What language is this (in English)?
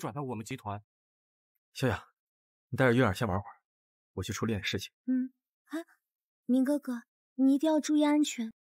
Chinese